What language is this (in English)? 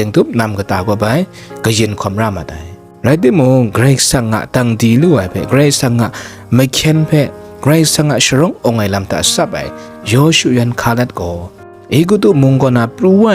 Kachin